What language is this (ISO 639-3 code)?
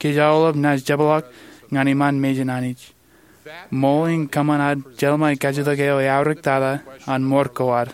mah